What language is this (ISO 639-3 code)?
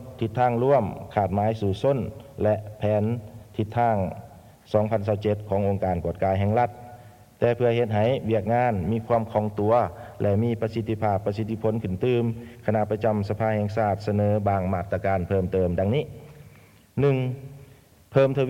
lao